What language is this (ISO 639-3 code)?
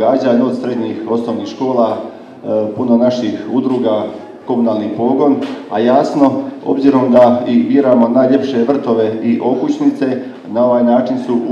hrv